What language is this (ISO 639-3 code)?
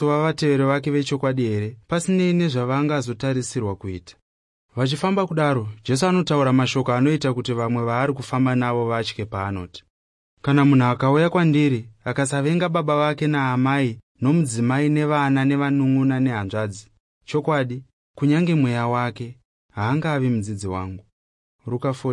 sna